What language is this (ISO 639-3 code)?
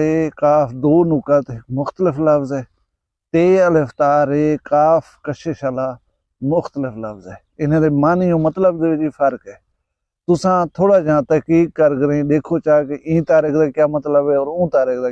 skr